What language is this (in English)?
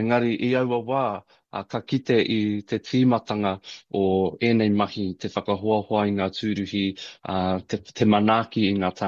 Māori